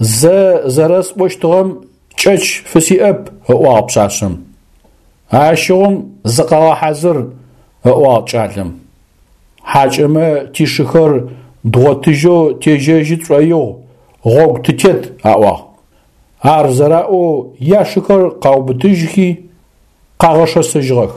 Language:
Adyghe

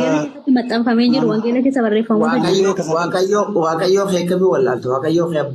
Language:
Oromo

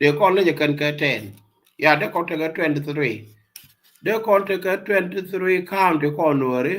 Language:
Nuer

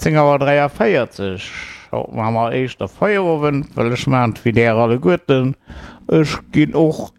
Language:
Luxembourgish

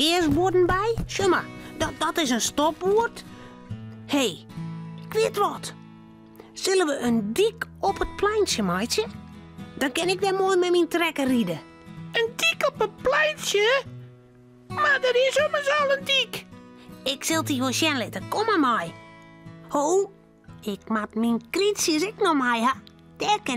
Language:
Western Frisian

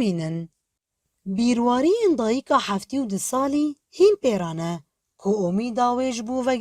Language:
Kurdish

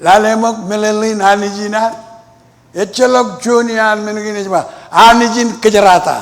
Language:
Marshallese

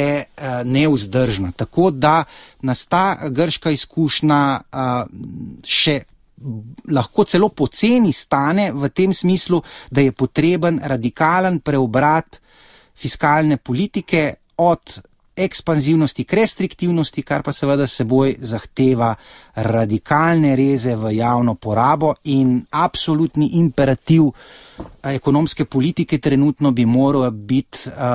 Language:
Slovenian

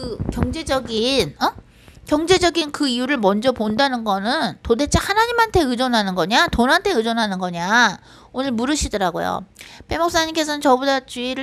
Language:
Korean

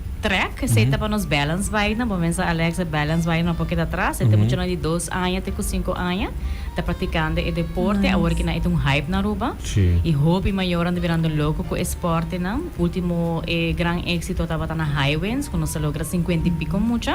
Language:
Papiamento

